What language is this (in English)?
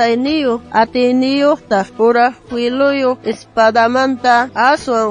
South Bolivian Quechua